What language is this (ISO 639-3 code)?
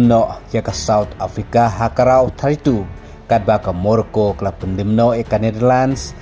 kha